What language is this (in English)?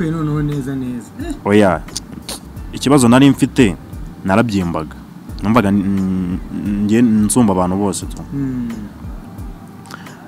Kinyarwanda